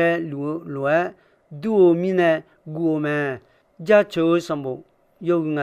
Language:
Akha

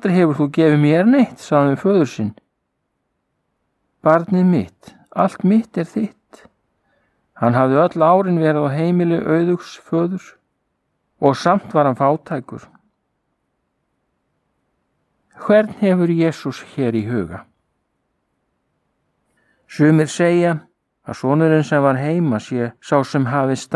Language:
Icelandic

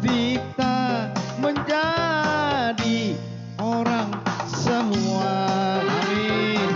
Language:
Banjar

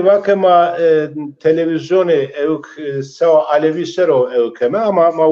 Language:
Zaza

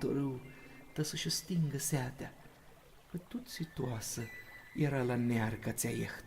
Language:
Aromanian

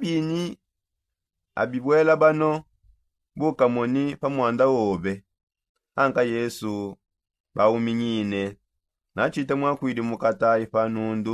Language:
Songe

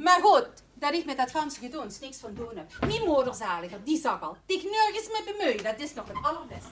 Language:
Limburgish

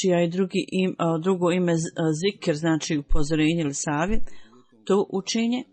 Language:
Bosnian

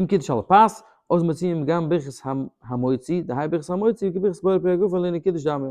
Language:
Yiddish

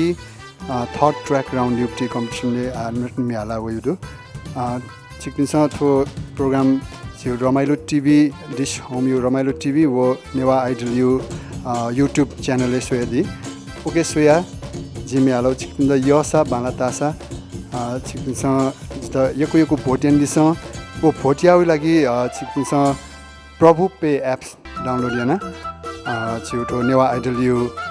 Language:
Newari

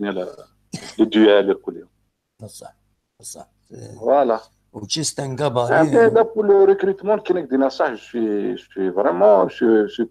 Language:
Kabyle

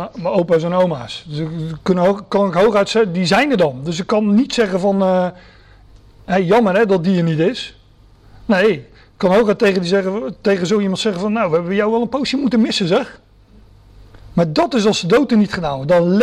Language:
Dutch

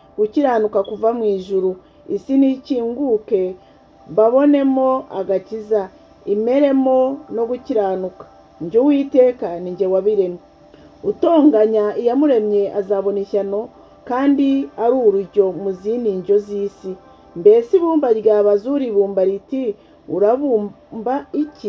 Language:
Kinyarwanda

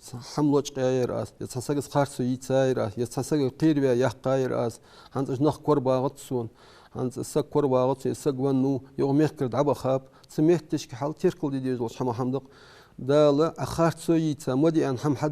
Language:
Ingush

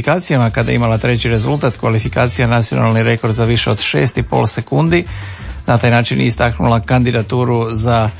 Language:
Croatian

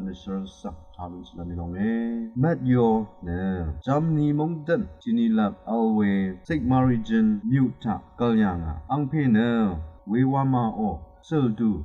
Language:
Rawang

